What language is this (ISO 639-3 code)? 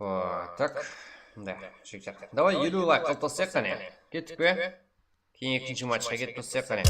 kaa